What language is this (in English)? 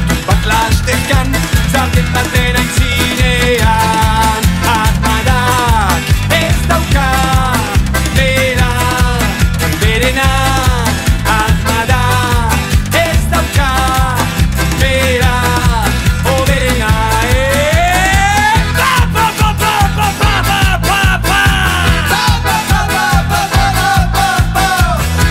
Basque